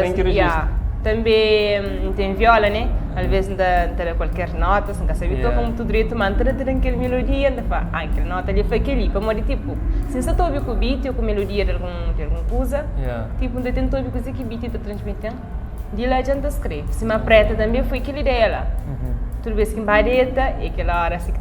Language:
Kabuverdianu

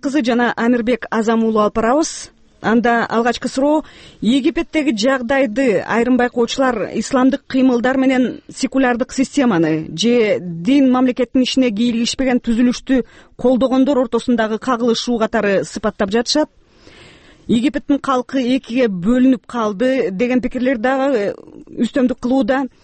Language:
Kyrgyz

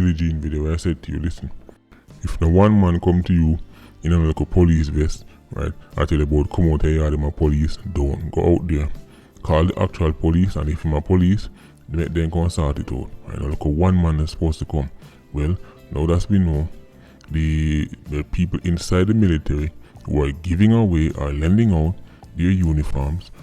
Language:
Jamaican Creole English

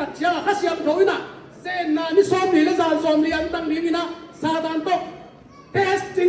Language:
Tedim Chin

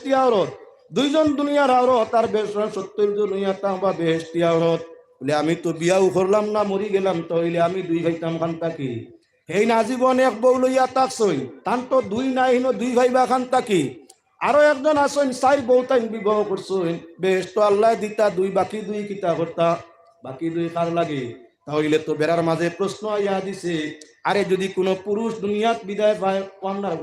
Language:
Sylheti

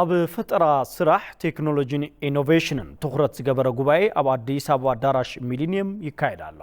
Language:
Tigrinya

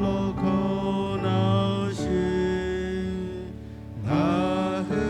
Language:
Lahu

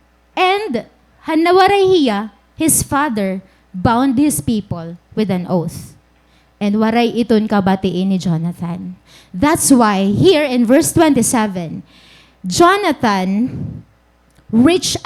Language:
Waray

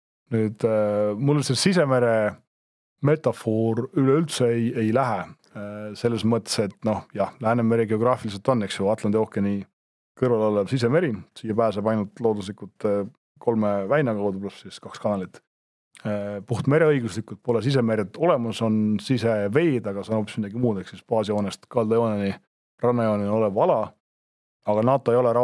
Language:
Estonian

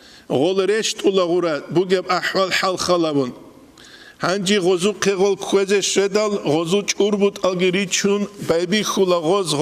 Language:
Avaric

